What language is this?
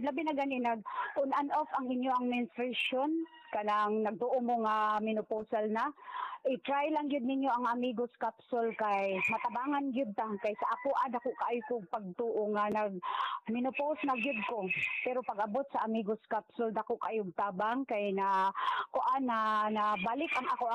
Cebuano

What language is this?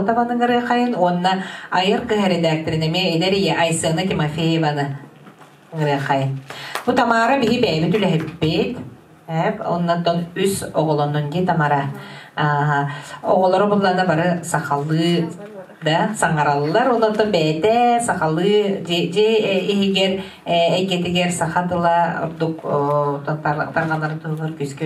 Yakut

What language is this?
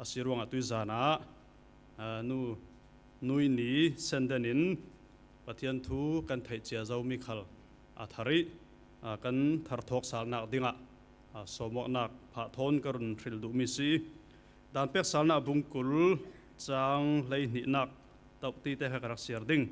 Falam Chin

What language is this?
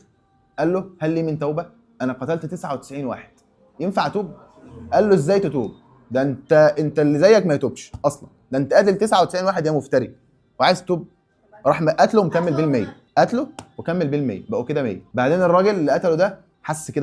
Egyptian Arabic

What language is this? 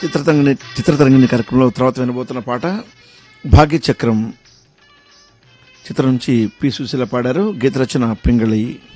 Telugu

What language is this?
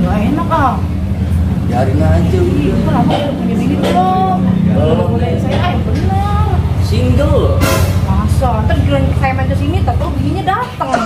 Betawi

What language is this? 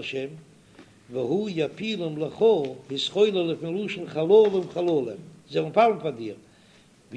Yiddish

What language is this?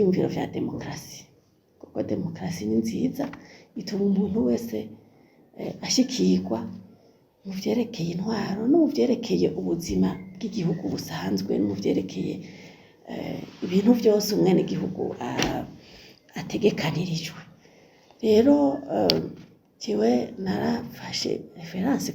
Rundi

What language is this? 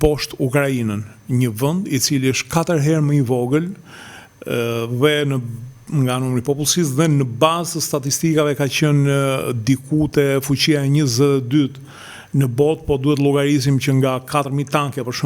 Albanian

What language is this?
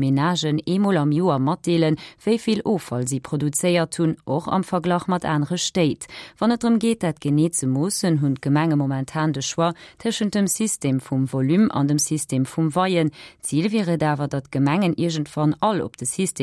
Luxembourgish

